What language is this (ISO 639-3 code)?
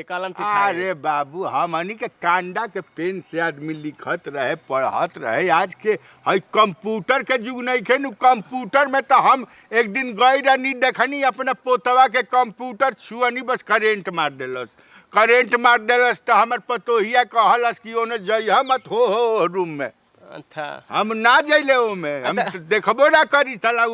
bho